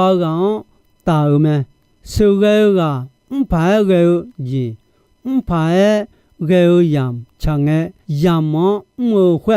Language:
Akha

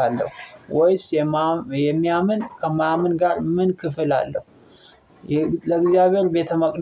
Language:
Amharic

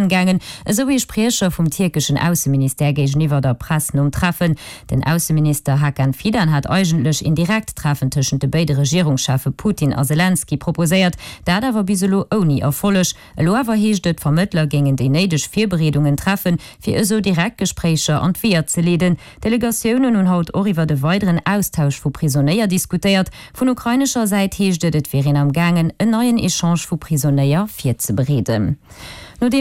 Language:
Luxembourgish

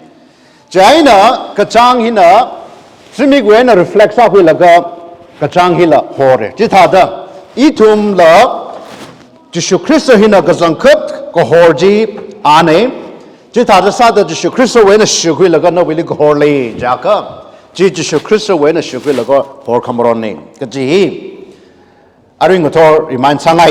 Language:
Tangkhul Naga (India)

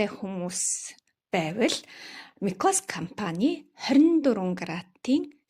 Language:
Mongolian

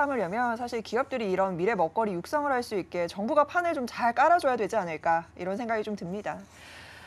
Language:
Korean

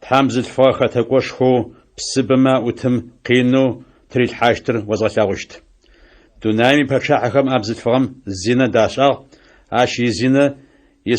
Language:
Adyghe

